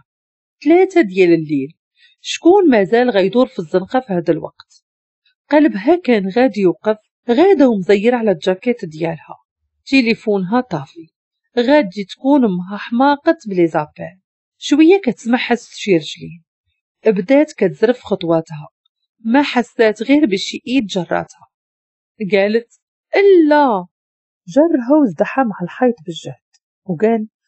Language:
Moroccan Arabic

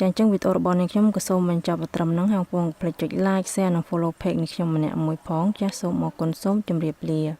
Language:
Khmer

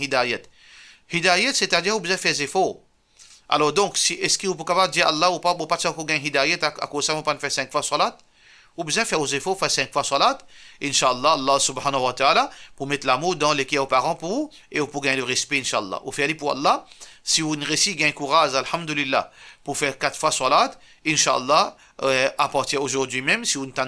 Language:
Morisyen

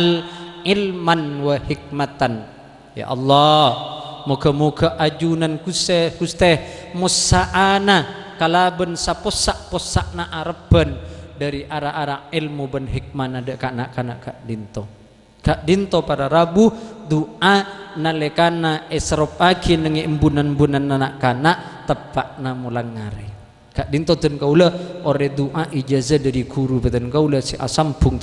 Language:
Madurese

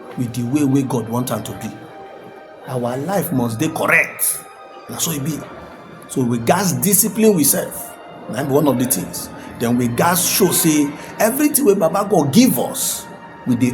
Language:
Nigerian Pidgin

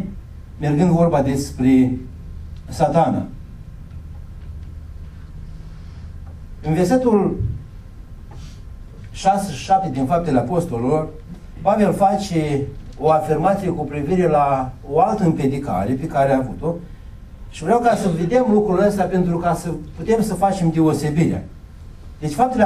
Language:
Romanian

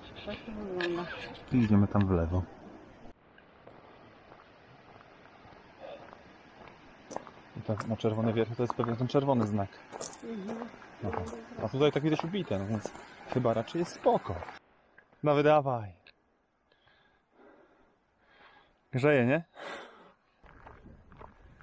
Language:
Polish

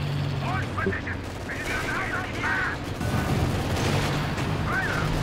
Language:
English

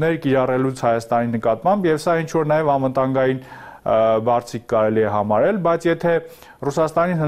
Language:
Armenian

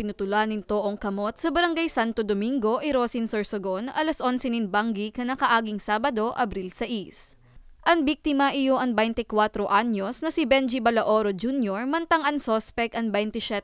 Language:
Bikol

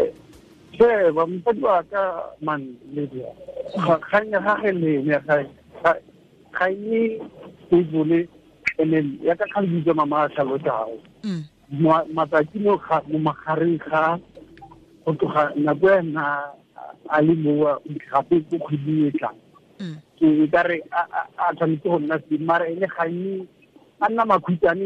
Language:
Tswana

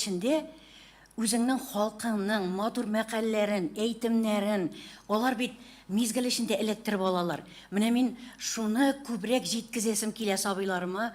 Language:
Tatar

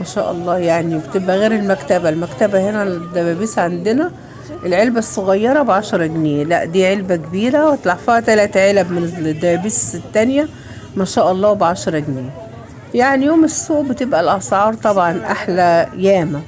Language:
Egyptian Arabic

